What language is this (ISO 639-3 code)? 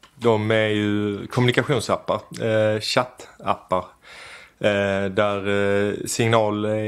swe